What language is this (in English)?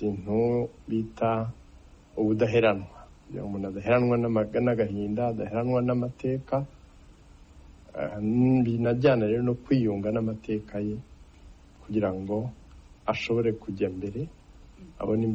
Kinyarwanda